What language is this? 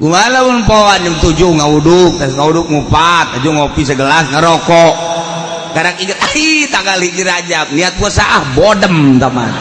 Sundanese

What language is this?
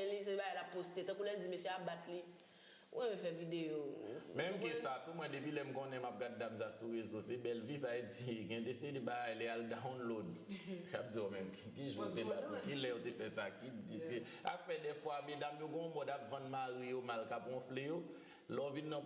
Haitian Creole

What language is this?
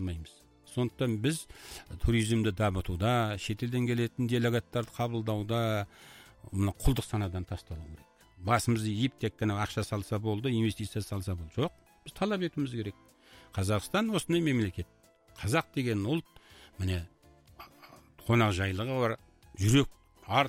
Kazakh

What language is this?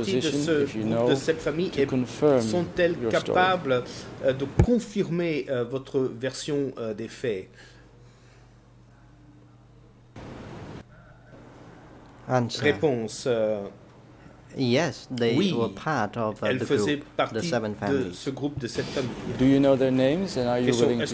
French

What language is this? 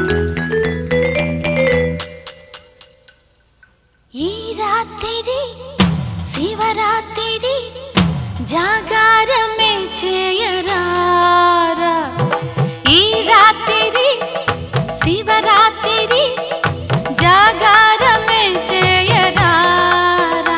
Telugu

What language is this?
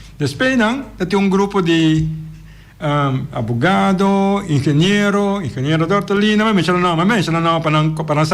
Papiamento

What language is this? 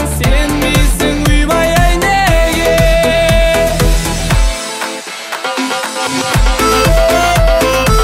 Kazakh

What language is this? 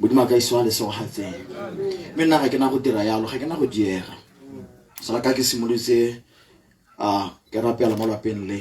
Tswana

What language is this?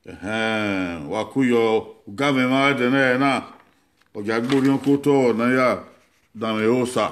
Bini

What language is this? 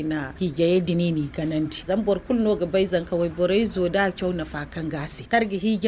Zarma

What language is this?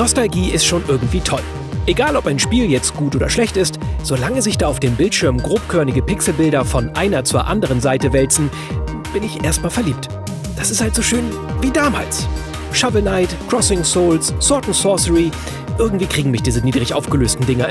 German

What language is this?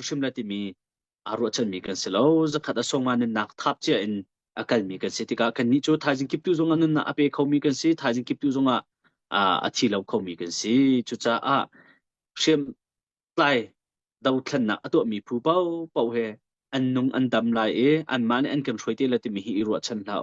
Hakha Chin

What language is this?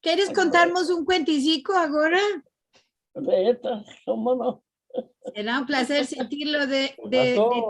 Ladino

